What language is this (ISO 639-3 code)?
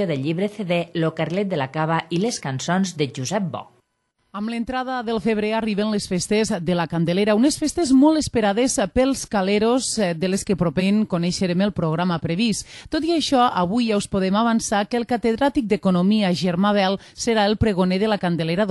cat